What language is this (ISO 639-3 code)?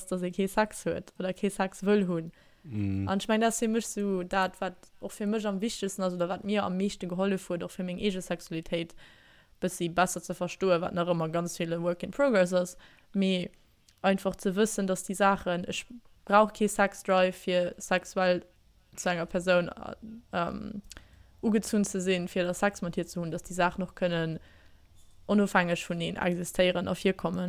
ltz